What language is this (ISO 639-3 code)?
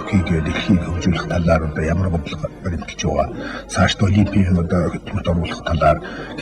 mon